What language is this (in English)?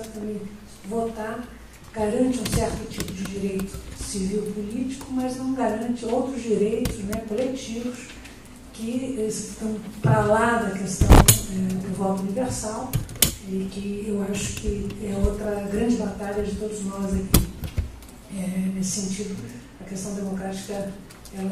Portuguese